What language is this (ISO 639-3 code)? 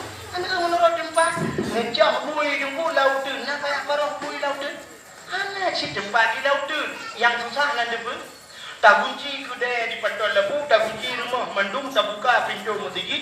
ace